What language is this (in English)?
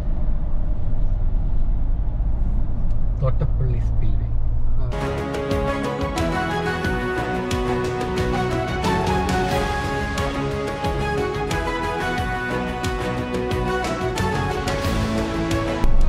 Malayalam